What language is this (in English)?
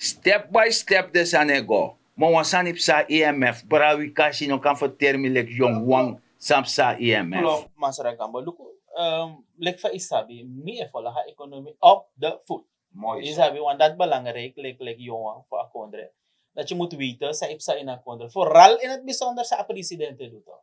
Sranan Tongo